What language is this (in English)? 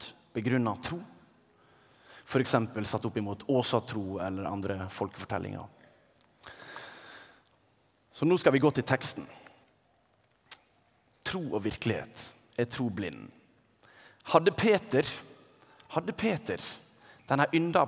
Norwegian